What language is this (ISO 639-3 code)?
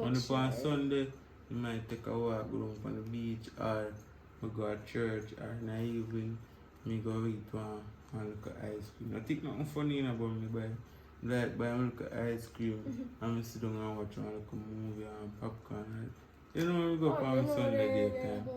jam